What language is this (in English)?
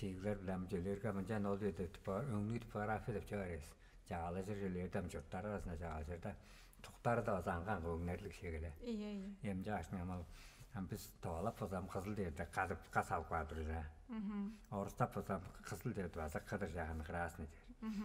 Tuvinian